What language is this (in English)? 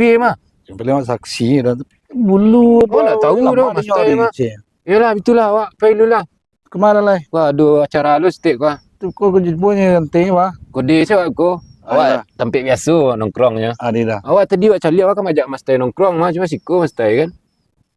Minangkabau